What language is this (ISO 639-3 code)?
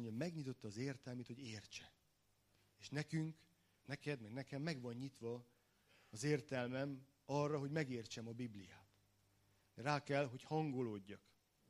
hun